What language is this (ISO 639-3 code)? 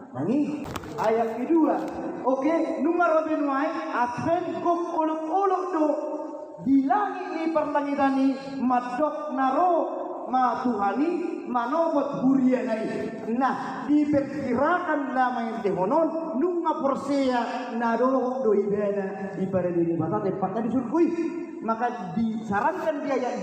bbc